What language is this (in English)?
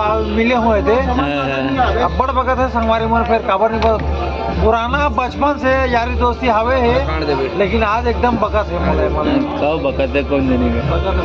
Chhattisgarhi